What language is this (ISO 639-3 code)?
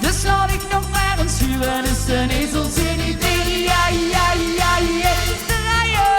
lim